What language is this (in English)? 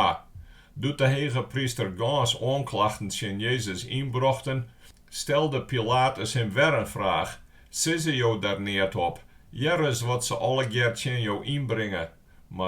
Western Frisian